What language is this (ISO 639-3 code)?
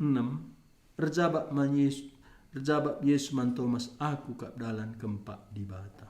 btx